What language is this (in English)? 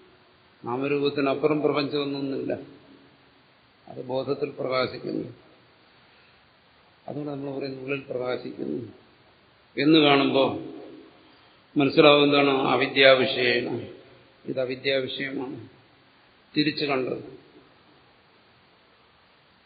Malayalam